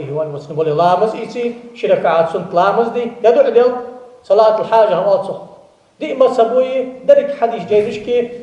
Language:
Ingush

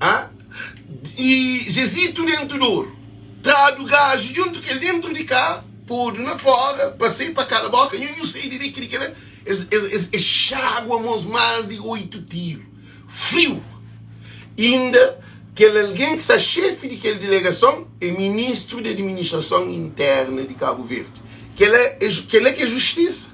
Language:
Kabuverdianu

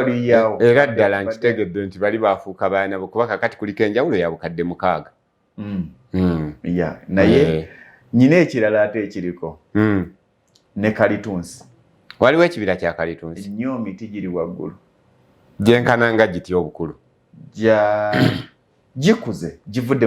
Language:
Ganda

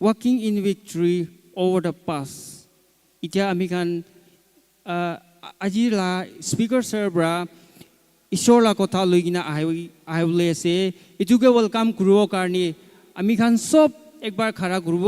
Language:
Naga Pidgin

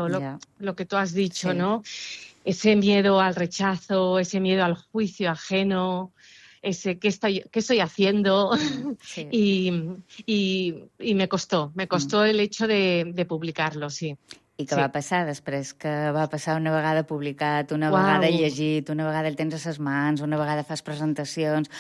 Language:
Catalan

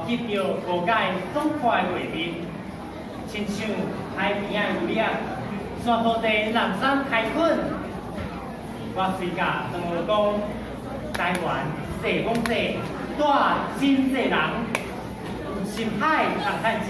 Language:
Min Nan Chinese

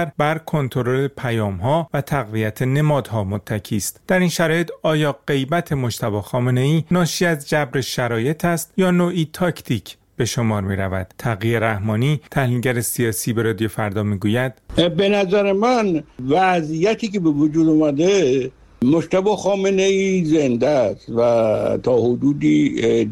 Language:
Persian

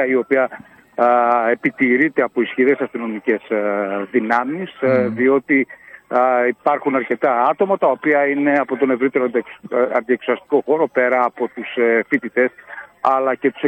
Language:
Greek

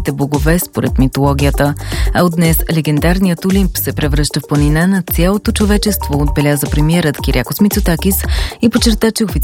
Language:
Bulgarian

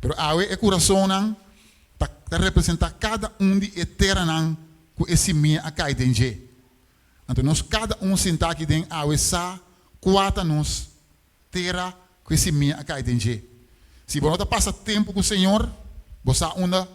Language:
Papiamento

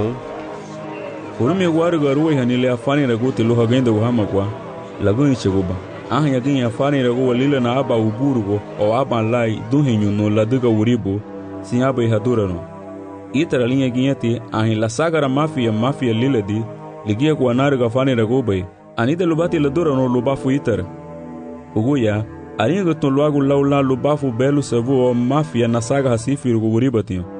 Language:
Garifuna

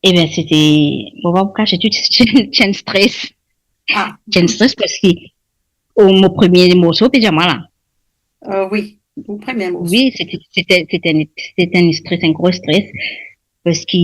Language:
Morisyen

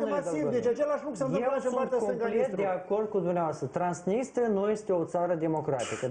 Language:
Romanian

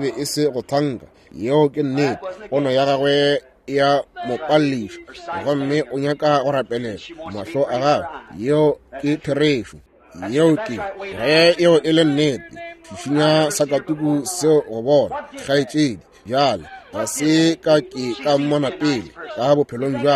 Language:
Northern Sotho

